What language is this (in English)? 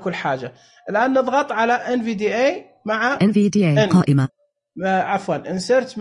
Najdi Arabic